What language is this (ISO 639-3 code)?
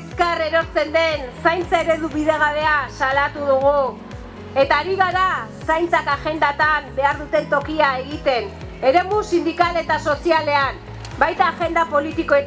eus